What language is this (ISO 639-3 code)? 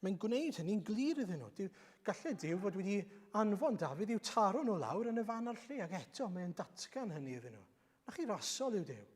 cym